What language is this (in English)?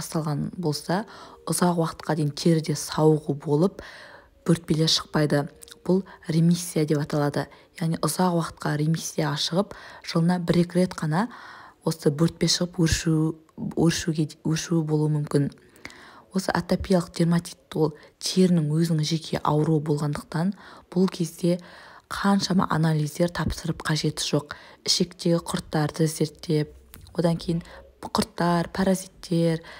Kazakh